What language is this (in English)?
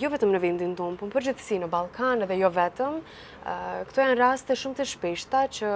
Albanian